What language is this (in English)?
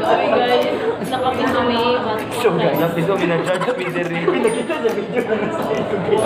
Cebuano